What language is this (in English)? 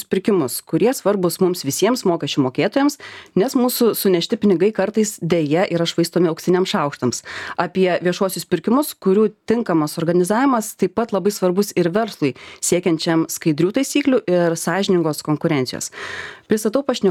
Lithuanian